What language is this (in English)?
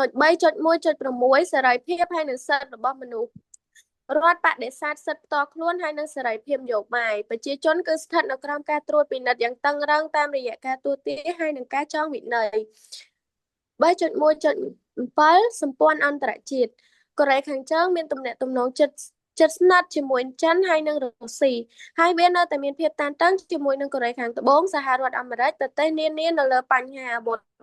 Khmer